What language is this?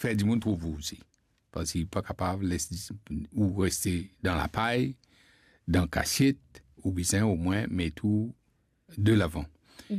Morisyen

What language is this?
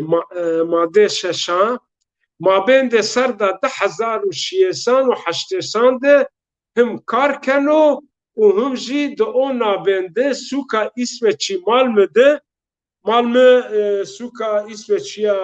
Zaza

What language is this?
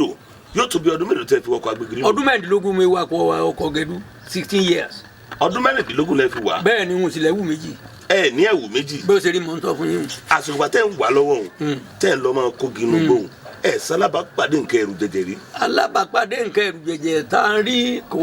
Yoruba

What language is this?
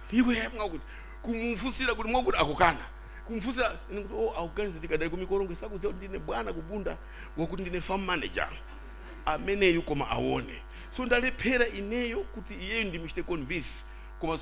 Nyanja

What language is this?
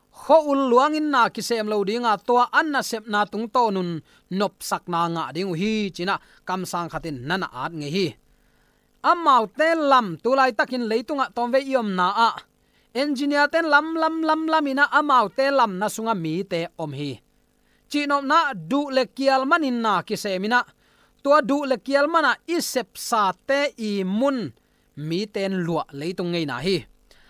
Tedim Chin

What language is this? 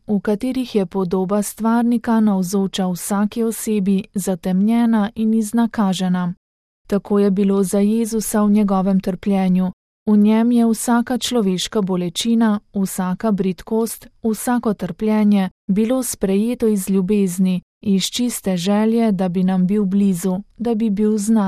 Slovenian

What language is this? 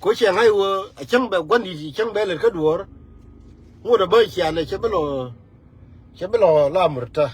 Nuer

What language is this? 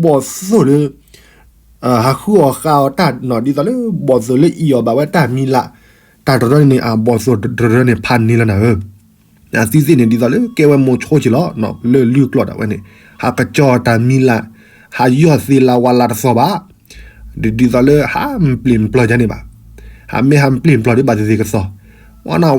S'gaw Karen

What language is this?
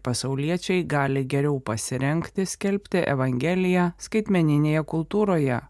Lithuanian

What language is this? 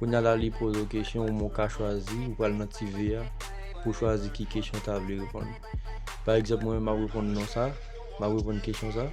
Haitian Creole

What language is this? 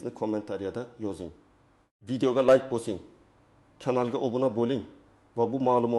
Uzbek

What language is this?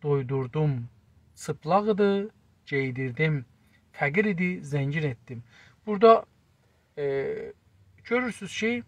South Azerbaijani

